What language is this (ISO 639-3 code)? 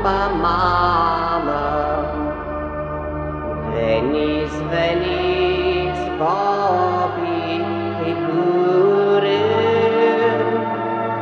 ron